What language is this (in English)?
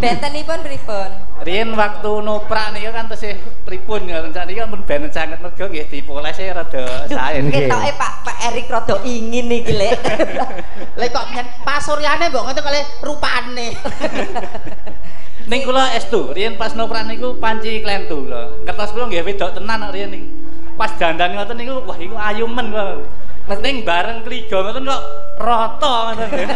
Javanese